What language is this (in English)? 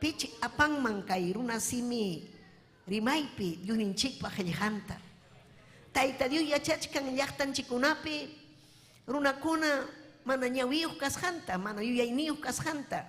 Ayacucho Quechua